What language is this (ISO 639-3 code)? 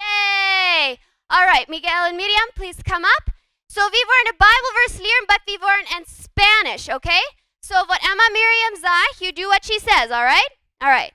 pdt